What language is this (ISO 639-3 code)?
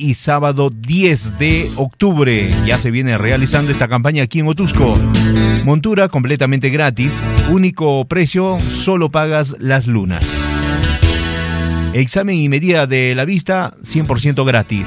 spa